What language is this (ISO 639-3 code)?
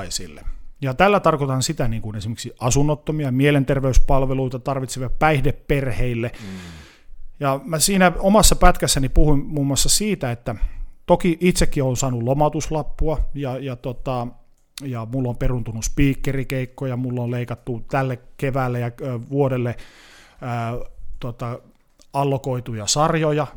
fin